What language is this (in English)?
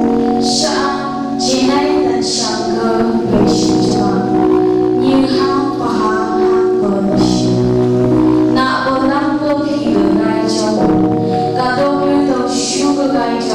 Phom Naga